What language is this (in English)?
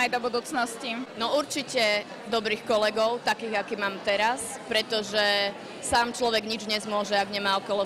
Slovak